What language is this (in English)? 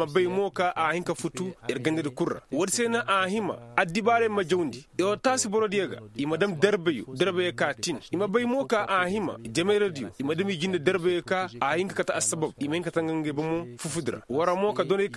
Koyraboro Senni